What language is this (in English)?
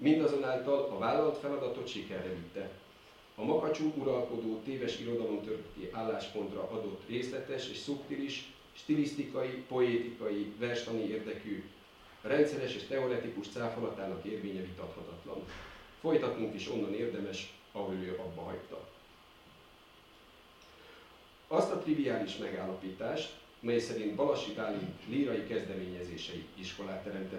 Hungarian